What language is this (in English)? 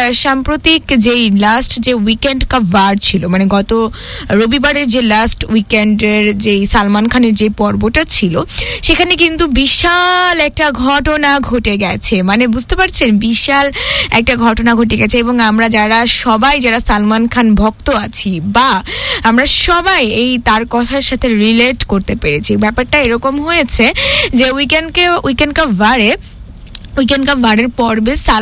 Bangla